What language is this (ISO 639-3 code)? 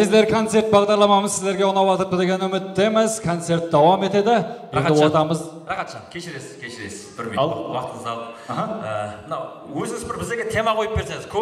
kaa